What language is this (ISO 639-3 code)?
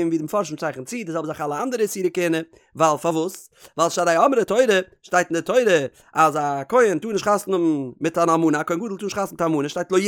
yid